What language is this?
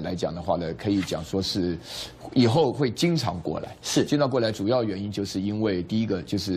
Chinese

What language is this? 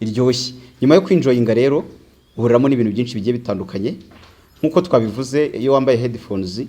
Kinyarwanda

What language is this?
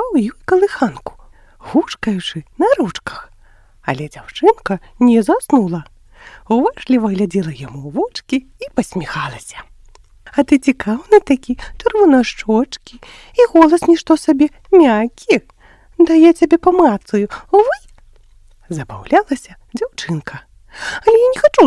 Belarusian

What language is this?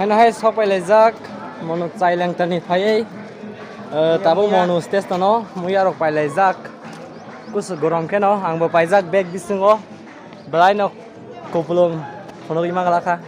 Kok Borok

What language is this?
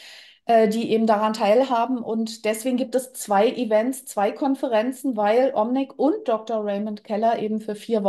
German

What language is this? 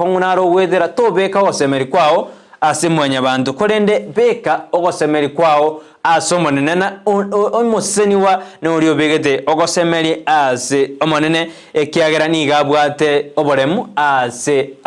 Gusii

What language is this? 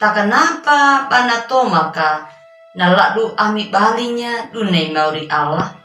Anakalangu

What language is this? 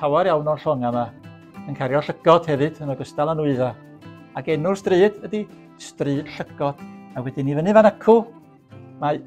Welsh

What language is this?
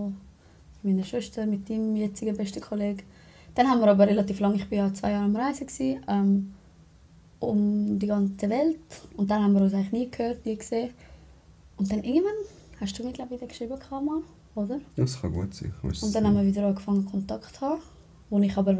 Swiss German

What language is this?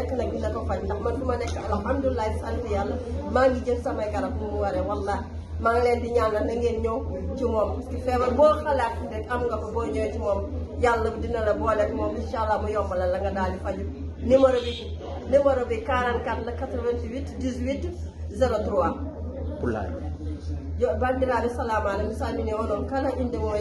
Wolof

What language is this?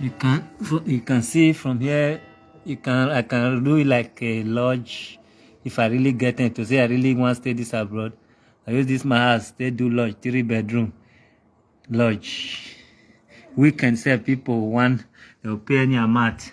Nigerian Pidgin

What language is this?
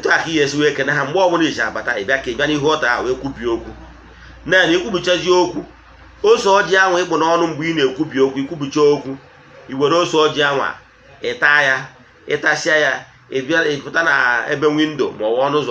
Igbo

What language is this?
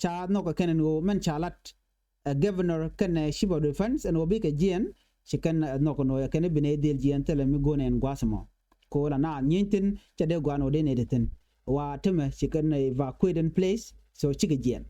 Nuer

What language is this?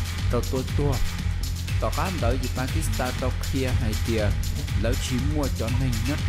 Hmong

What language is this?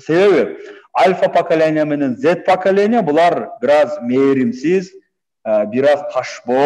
Kyrgyz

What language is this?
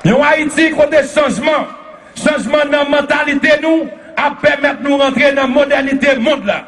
Haitian Creole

